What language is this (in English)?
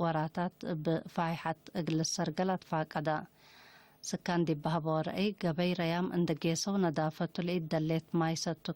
Tigre